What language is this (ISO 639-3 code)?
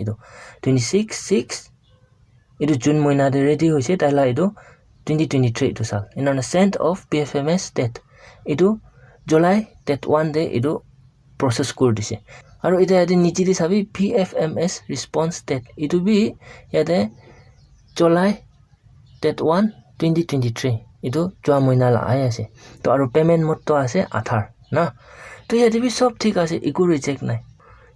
nag